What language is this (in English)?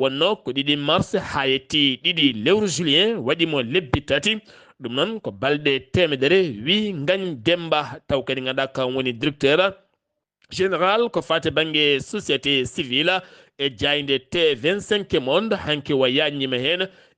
Fula